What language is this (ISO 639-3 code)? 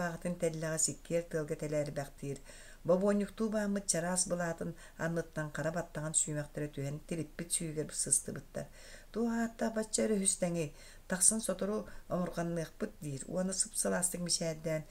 sah